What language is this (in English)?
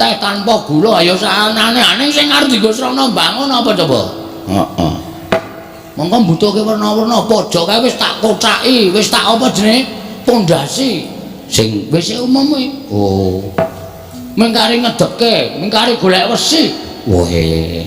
Javanese